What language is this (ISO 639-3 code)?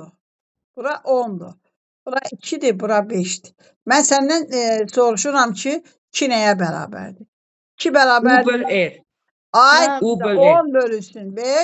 aze